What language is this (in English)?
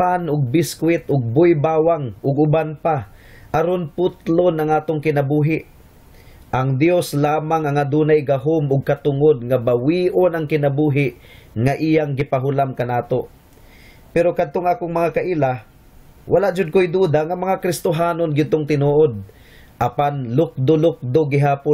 Cebuano